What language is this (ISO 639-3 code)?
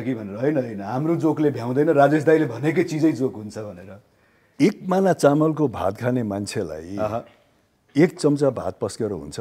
nep